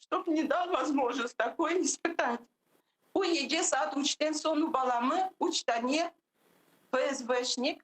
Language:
Crimean Tatar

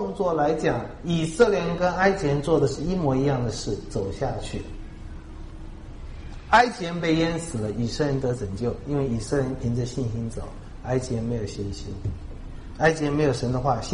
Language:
Chinese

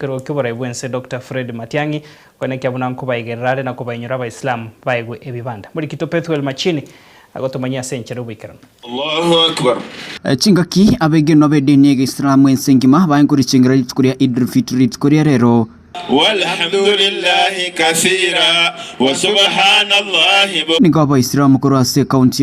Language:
Gusii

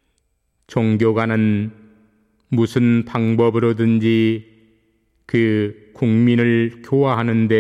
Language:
Korean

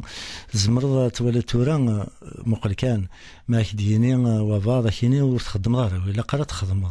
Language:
Kabyle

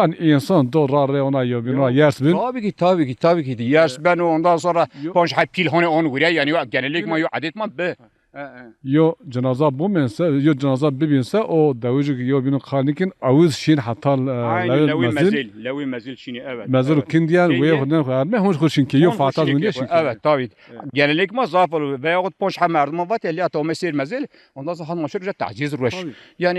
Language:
Zaza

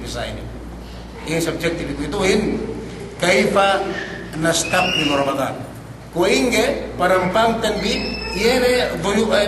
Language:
Yakan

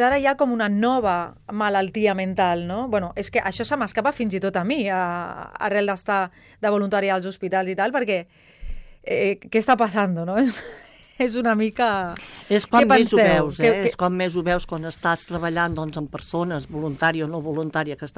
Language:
Catalan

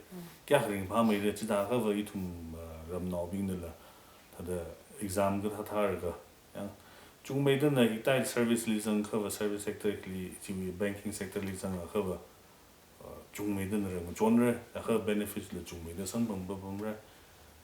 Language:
Tangkhul Naga (India)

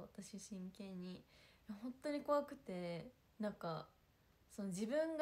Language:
Japanese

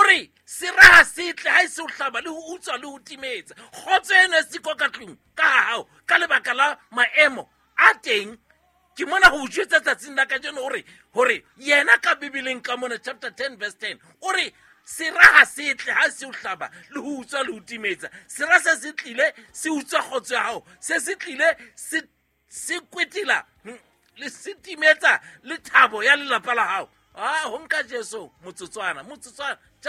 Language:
Southern Sotho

